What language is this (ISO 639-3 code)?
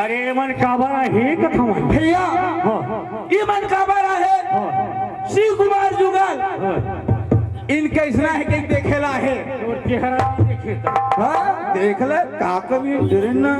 hne